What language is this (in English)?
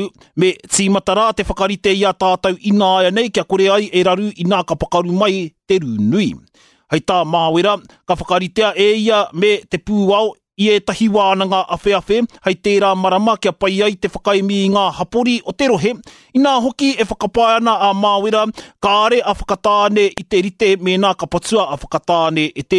Māori